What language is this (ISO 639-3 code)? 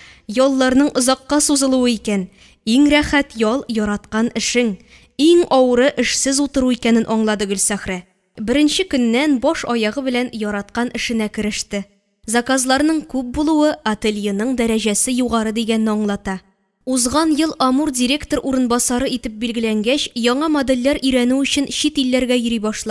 tat